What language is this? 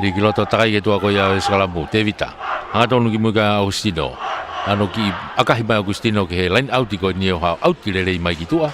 Tongan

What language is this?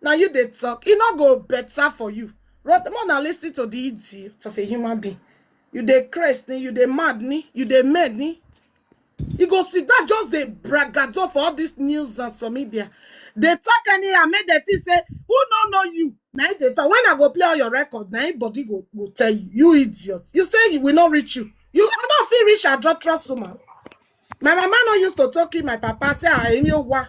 Nigerian Pidgin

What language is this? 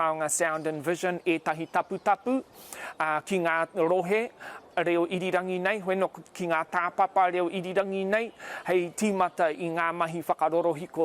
Māori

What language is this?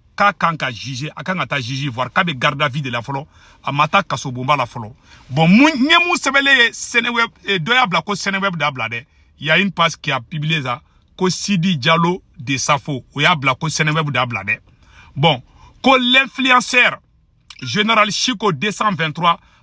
Bambara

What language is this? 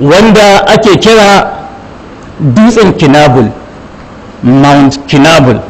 Hausa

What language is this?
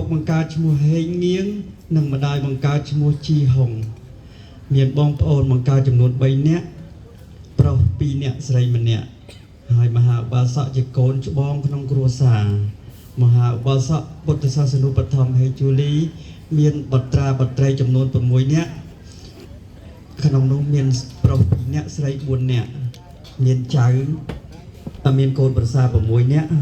Khmer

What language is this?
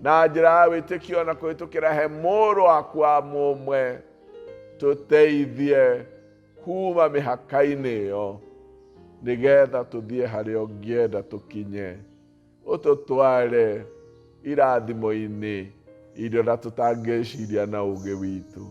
Kikuyu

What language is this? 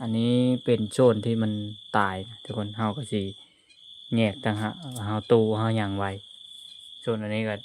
Lao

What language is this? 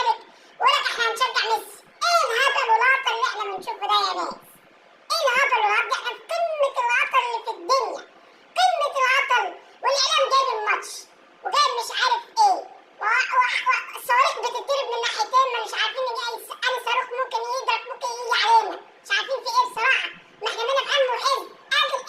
Egyptian Arabic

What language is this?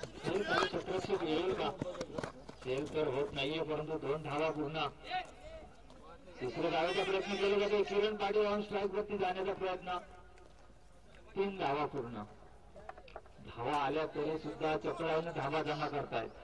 Marathi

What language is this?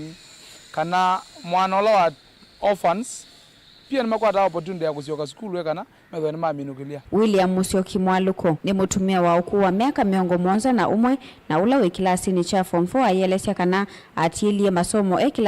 Kamba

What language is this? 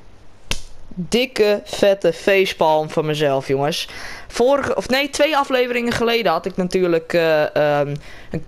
Dutch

